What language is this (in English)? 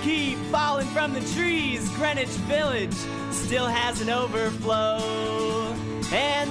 English